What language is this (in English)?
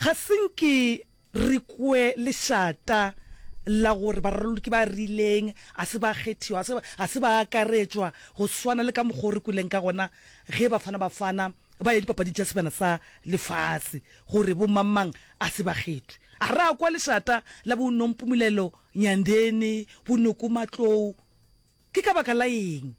Northern Sotho